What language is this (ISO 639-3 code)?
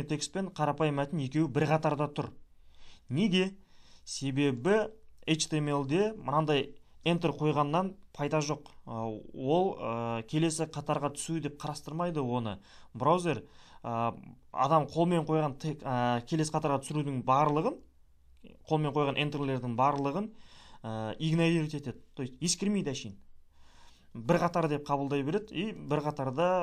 kaz